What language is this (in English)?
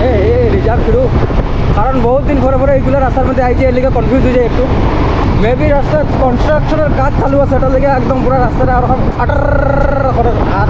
Sylheti